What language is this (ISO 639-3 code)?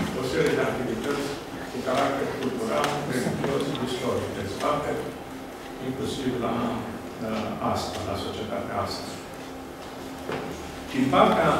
ron